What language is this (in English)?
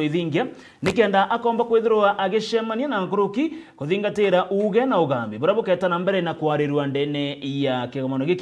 Meru